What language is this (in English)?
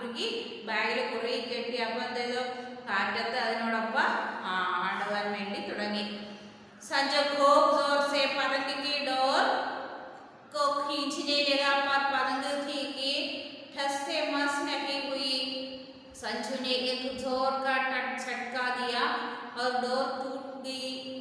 Malayalam